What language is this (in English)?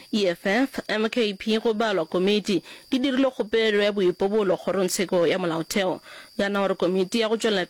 Northern Sotho